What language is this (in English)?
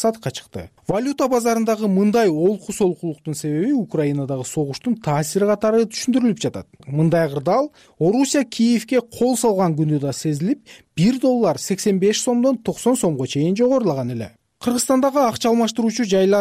Kyrgyz